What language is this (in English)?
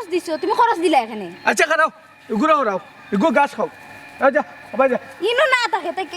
Sylheti